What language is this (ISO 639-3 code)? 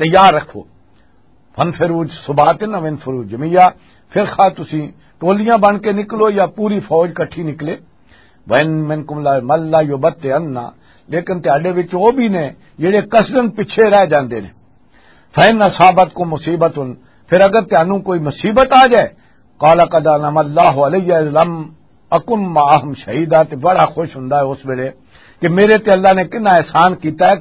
lah